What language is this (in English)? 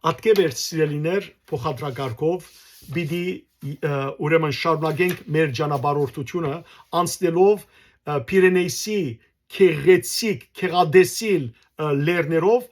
Western Armenian